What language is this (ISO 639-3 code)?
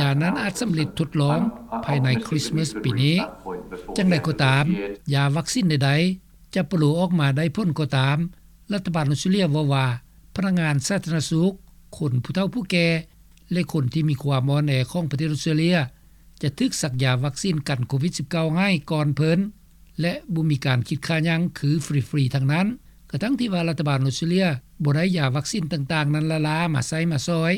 lao